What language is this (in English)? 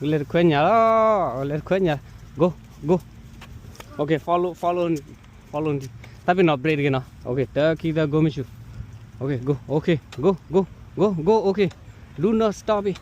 S'gaw Karen